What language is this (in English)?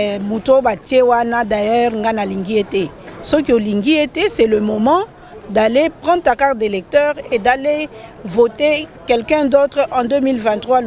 Lingala